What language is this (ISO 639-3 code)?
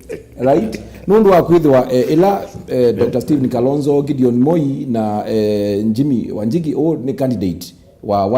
kam